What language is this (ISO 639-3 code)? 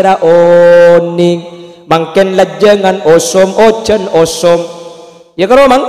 mad